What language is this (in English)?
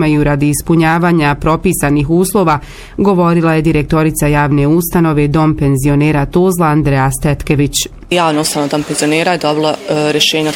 Bosnian